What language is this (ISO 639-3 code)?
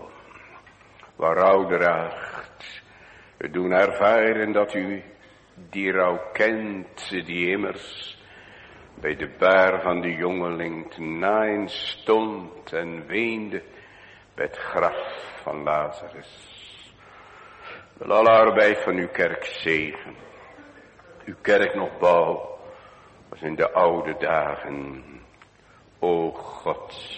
nld